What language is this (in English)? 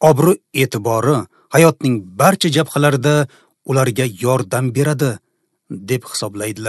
Uzbek